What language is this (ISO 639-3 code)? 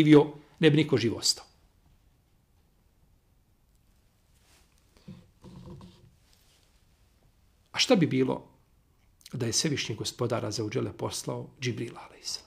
bos